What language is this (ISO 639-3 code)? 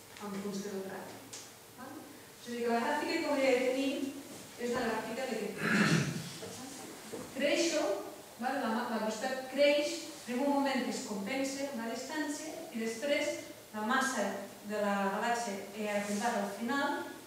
cat